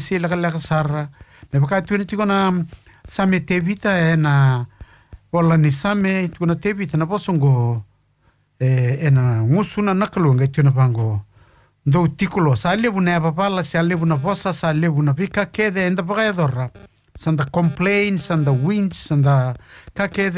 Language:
Fijian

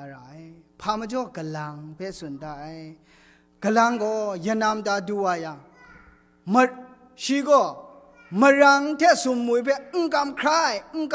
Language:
Kachin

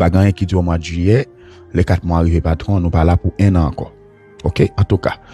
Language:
Haitian Creole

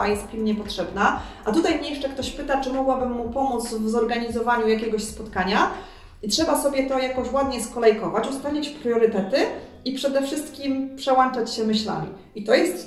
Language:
Polish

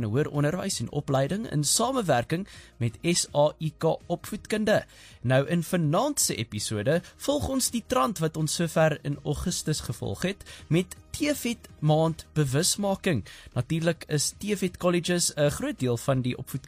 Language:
Afrikaans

